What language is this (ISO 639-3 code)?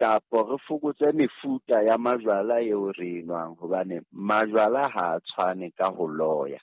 sot